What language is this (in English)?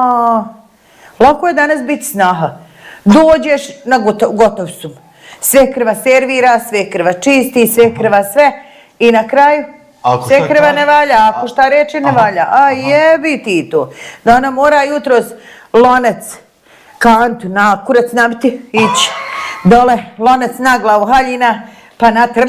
Bosnian